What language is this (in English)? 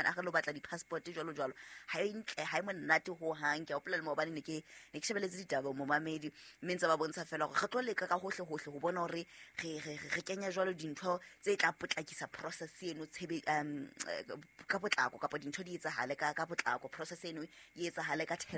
Southern Sotho